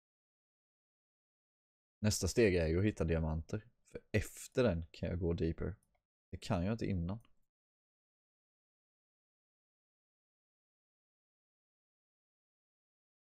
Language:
Swedish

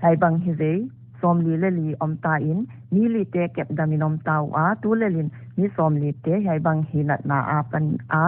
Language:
Paite Chin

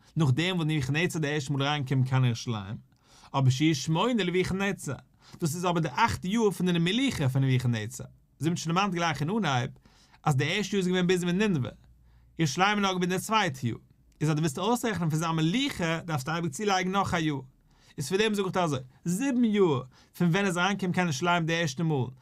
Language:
Yiddish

